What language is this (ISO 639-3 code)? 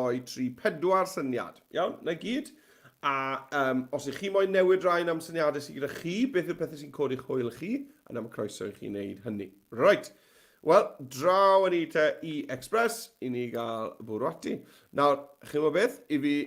cym